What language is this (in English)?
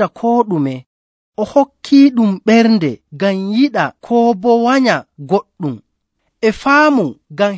Nigerian Fulfulde